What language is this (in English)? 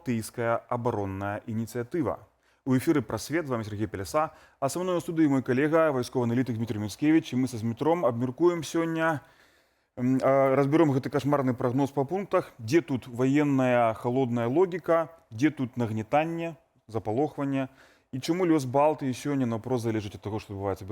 Belarusian